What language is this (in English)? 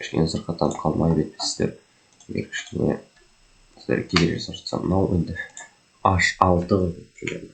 Kazakh